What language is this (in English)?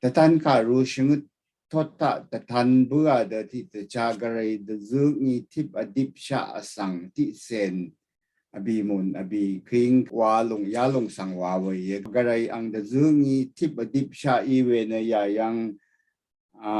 Rawang